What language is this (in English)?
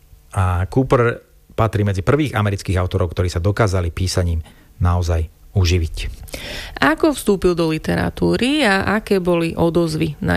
Slovak